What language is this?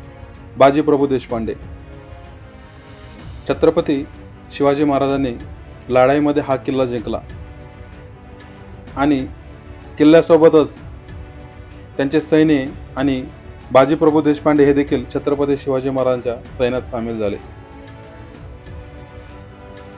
Marathi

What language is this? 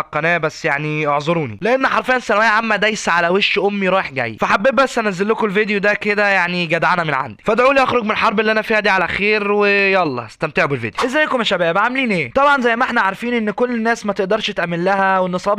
Egyptian Arabic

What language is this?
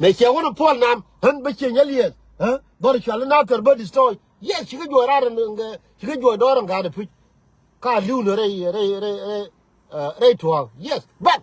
Nuer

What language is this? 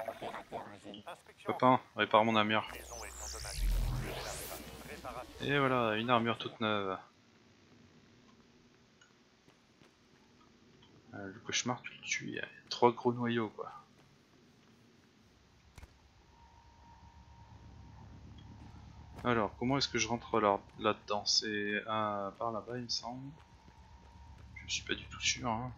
French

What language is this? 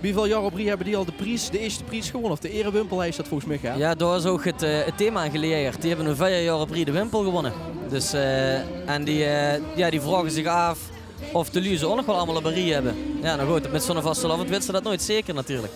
Limburgish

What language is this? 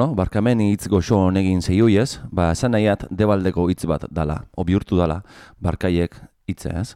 Basque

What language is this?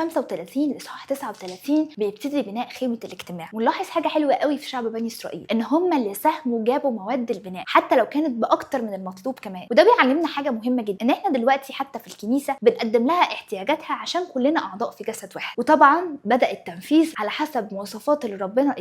Egyptian Arabic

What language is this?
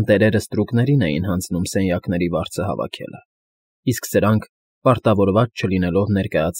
Armenian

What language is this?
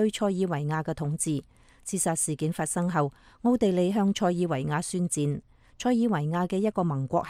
Cantonese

